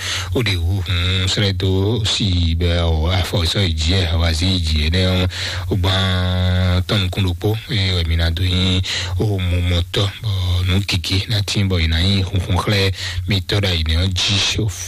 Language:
Fon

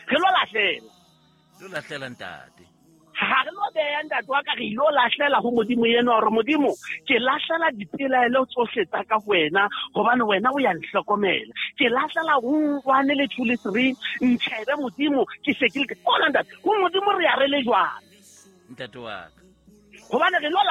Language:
Southern Sotho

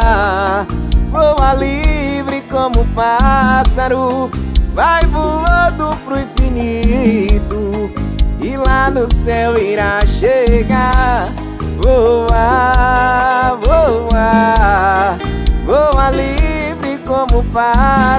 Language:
Portuguese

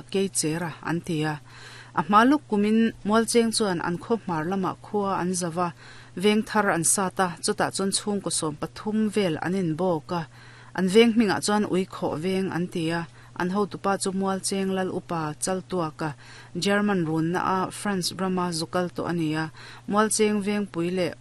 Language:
Mizo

